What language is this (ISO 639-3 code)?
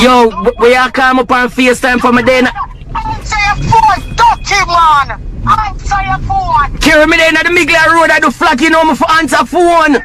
jam